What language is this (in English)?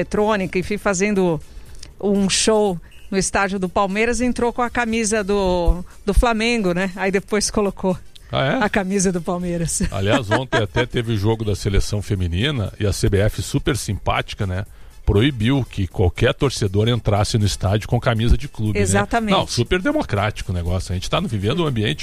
Portuguese